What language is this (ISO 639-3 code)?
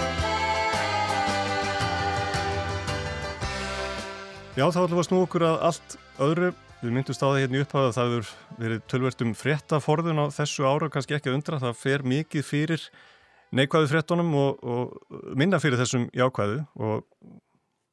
isl